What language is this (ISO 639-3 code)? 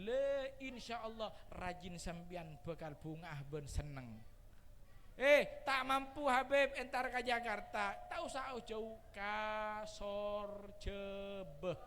mad